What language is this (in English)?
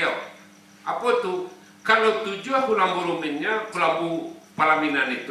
Minangkabau